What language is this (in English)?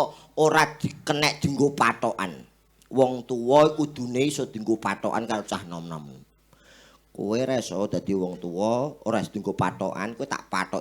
Javanese